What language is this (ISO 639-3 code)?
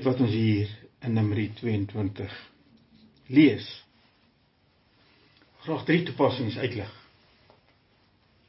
afr